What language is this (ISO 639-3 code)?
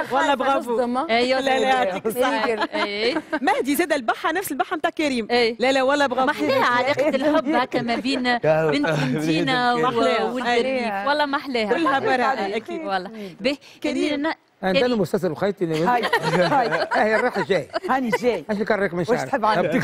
aeb